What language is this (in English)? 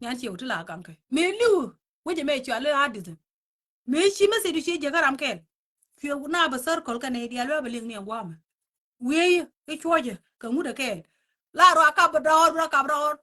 Nuer